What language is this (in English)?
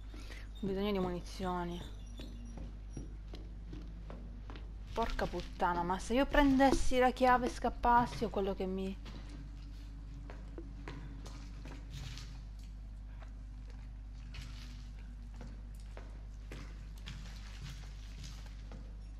Italian